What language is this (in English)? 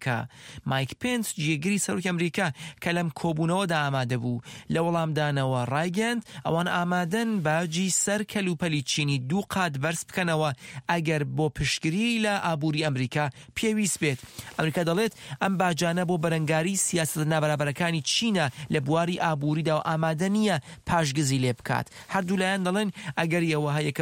Central Kurdish